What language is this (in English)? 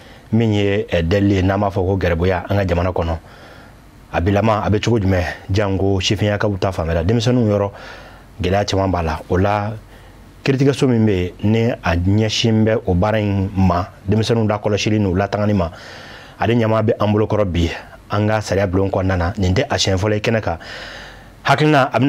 Bambara